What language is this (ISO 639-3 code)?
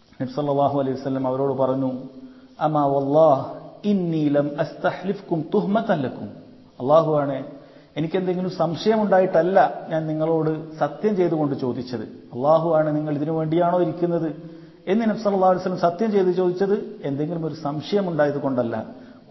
mal